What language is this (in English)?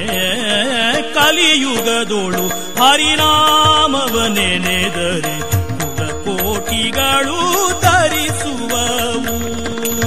Kannada